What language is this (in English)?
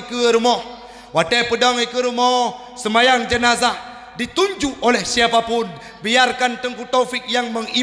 Achinese